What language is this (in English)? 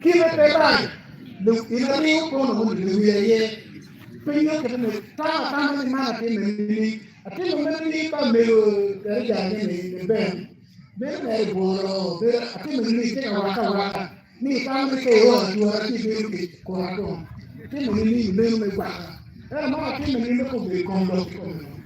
Acoli